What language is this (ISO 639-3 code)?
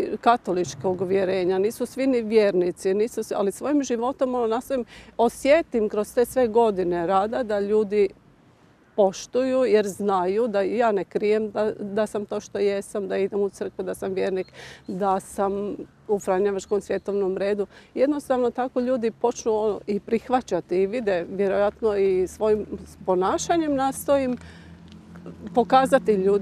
hrv